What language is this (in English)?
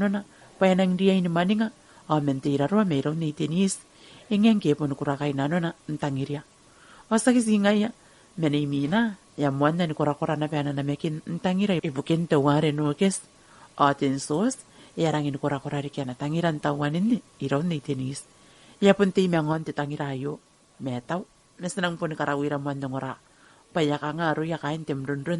Gilbertese